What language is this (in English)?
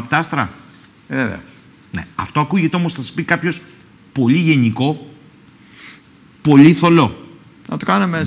Greek